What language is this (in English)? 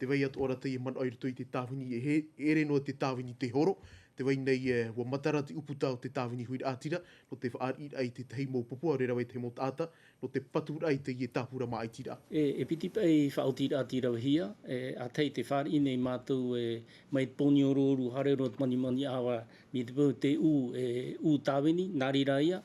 Tahitian